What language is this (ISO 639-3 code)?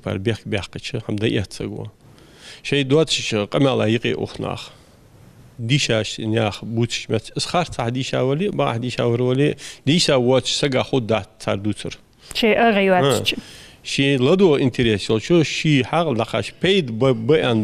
inh